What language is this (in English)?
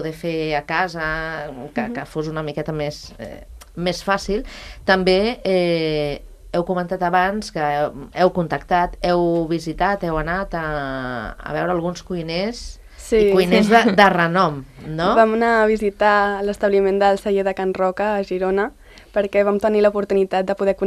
Catalan